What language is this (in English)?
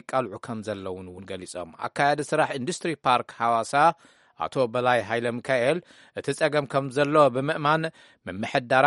Tigrinya